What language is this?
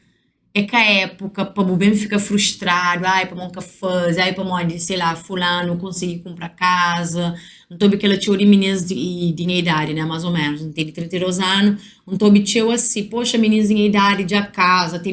Kabuverdianu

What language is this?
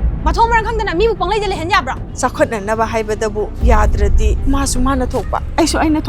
Manipuri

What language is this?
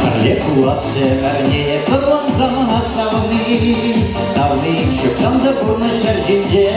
Chuvash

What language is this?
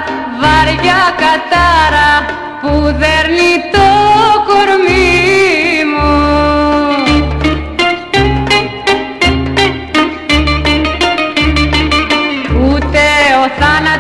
Greek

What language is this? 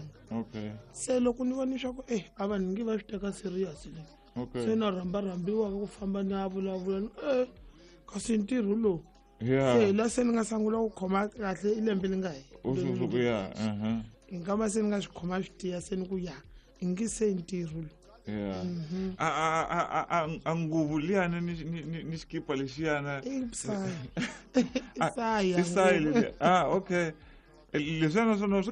Tsonga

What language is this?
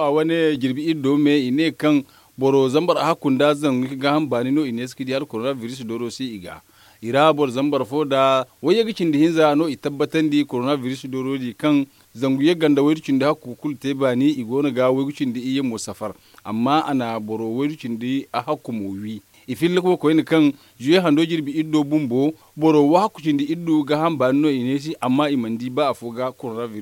Zarma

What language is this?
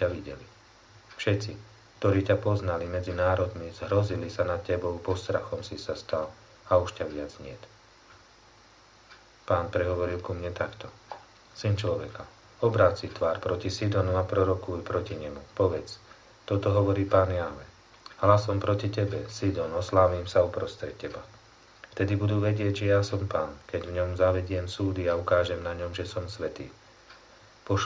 Slovak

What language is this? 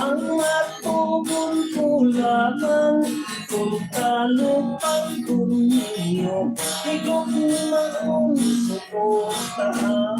Hiligaynon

